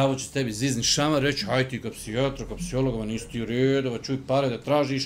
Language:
Bosnian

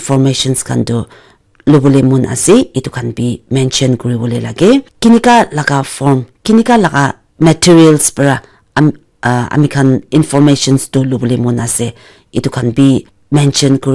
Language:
Naga Pidgin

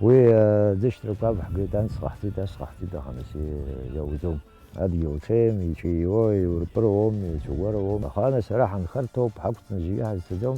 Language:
Abkhazian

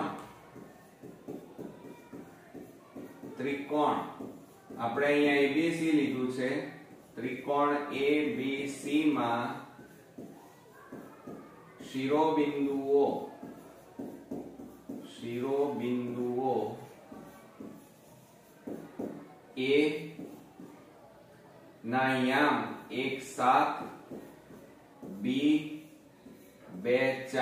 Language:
Gujarati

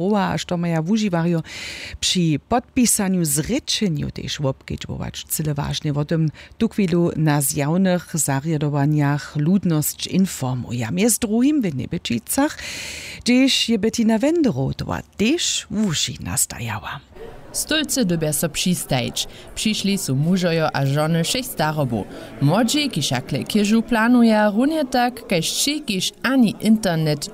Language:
Upper Sorbian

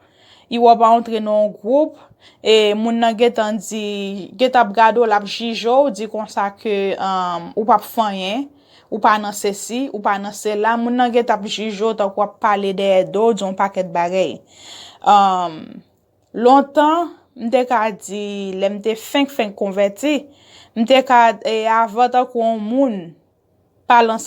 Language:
Haitian Creole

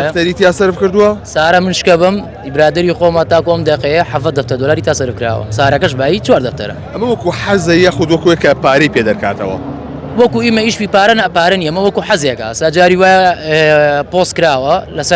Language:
Central Kurdish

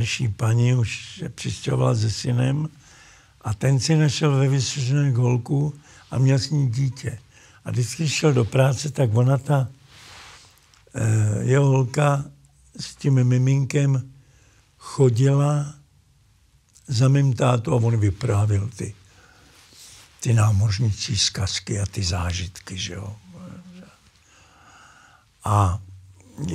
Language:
Czech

